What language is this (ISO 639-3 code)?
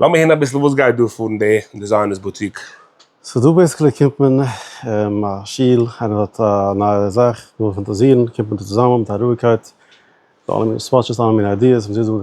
yid